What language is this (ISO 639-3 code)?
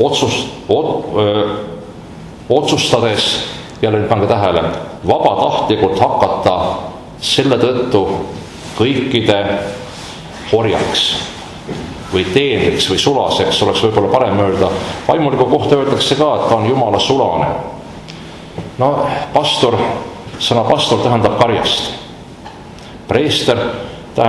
est